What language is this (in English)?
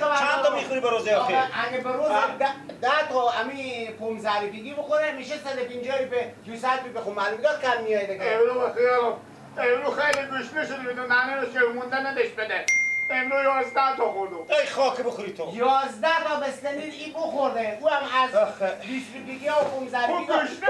Persian